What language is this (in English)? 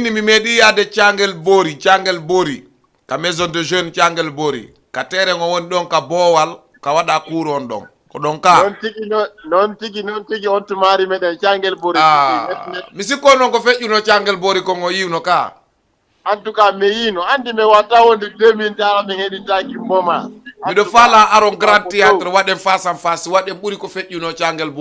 Fula